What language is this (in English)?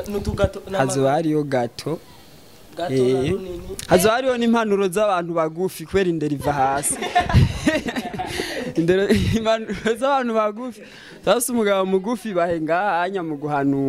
Rundi